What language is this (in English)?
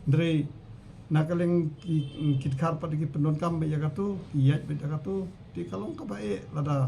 Khasi